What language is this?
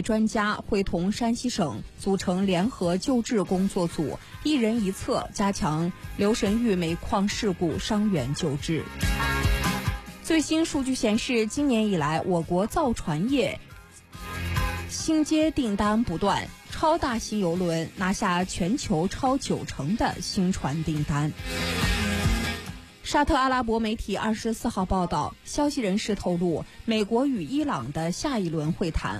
Chinese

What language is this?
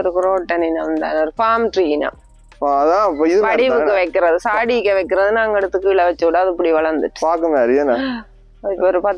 Tamil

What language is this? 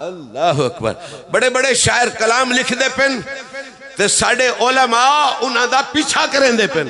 Saraiki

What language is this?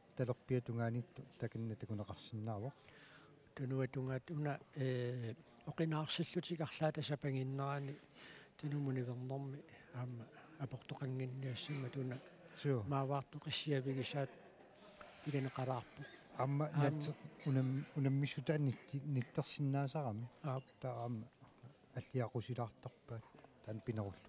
Kalaallisut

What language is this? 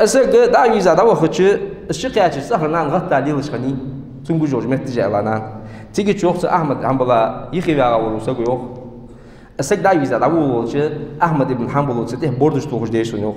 Ingush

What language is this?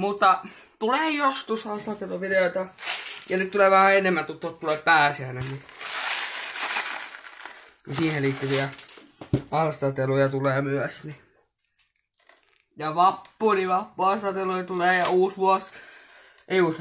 Finnish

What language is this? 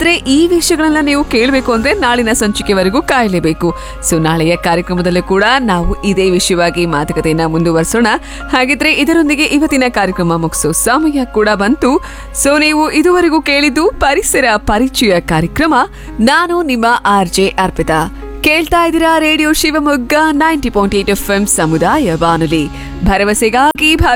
Kannada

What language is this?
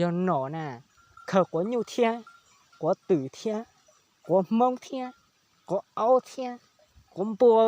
Hmong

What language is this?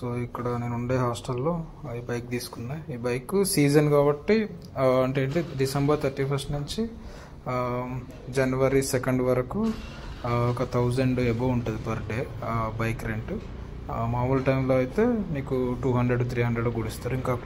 Telugu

